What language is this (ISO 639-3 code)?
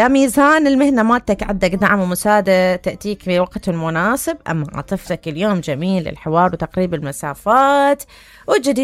acm